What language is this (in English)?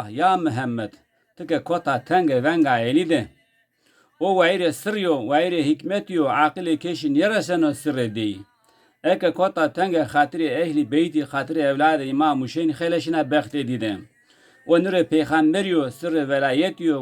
Zaza